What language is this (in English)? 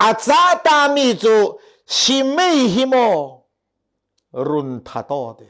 Falam Chin